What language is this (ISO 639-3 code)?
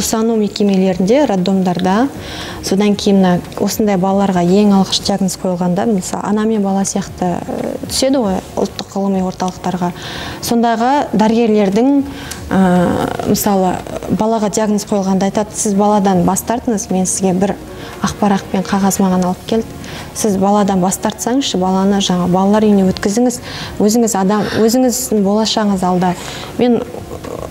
kaz